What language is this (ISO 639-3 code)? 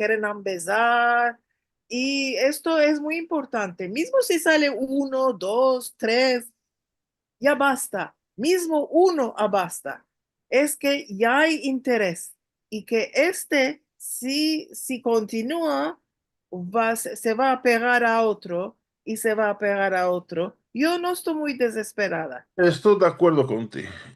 lad